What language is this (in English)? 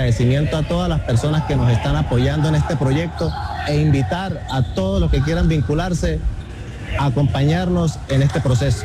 Spanish